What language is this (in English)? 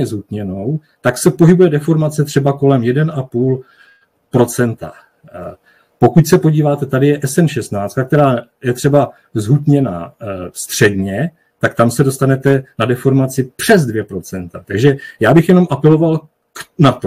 Czech